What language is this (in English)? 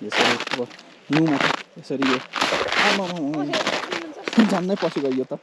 Nepali